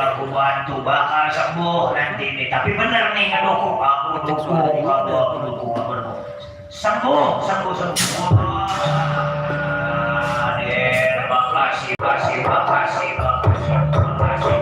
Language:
Betawi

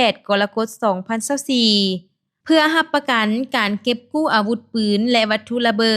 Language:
Lao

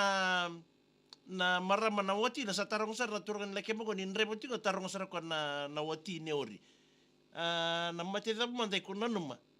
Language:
Fijian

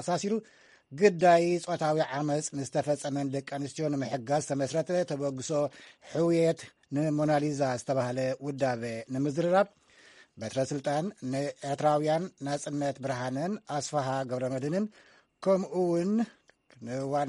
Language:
Tigrinya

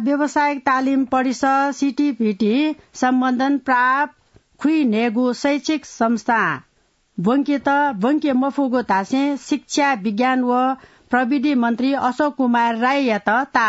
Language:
Newari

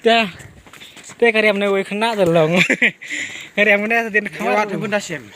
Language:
Khasi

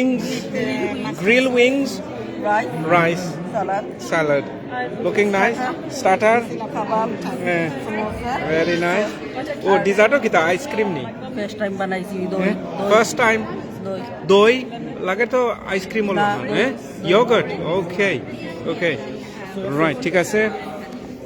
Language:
Sylheti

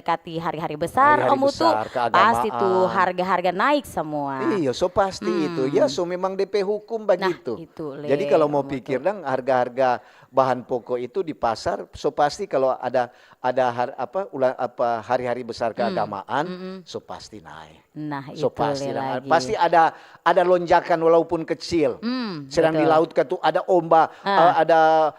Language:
Manado Malay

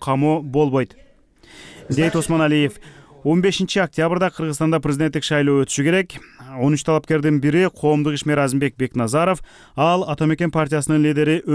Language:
Kyrgyz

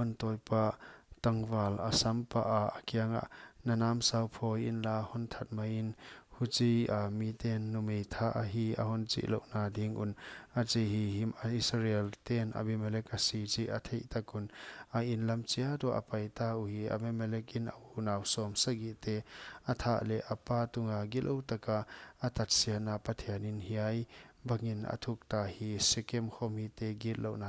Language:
Paite Chin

